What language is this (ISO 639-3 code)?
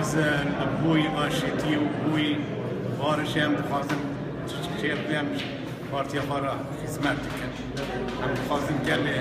kur